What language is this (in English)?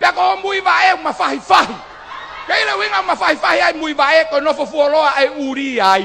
Tongan